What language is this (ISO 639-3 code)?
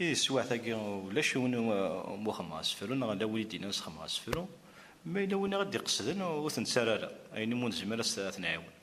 kab